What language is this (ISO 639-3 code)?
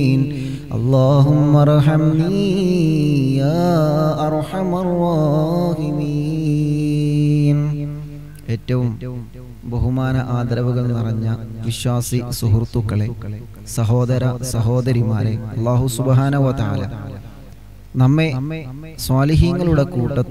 mal